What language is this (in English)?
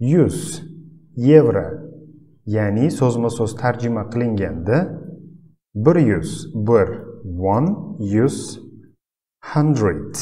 Uzbek